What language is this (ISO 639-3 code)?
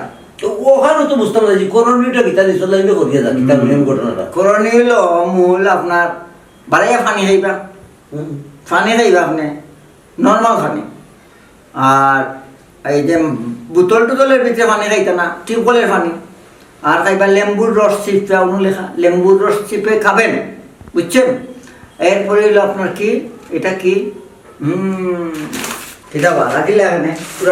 syl